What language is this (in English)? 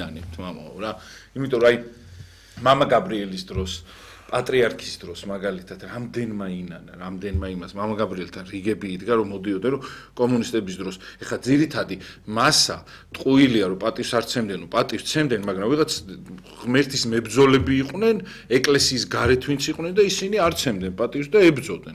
Georgian